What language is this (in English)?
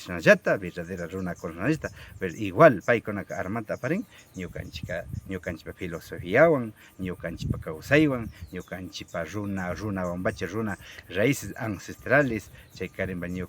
Imbabura Highland Quichua